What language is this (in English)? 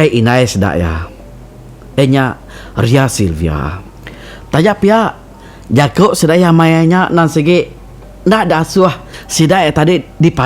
Iban